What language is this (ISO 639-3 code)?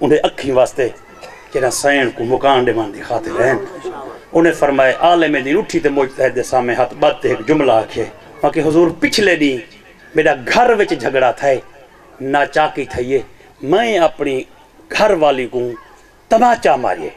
skr